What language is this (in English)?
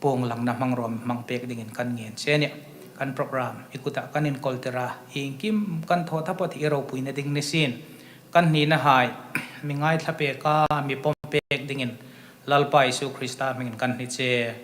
Hmar